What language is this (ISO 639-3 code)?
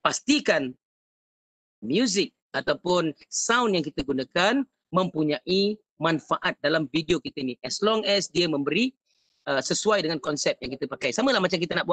msa